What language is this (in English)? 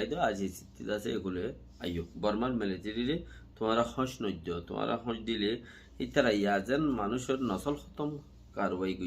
Rohingya